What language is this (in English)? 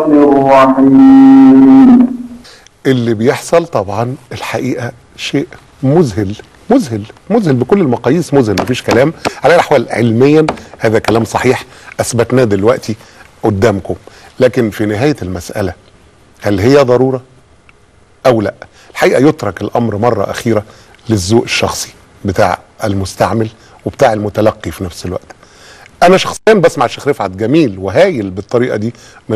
Egyptian Arabic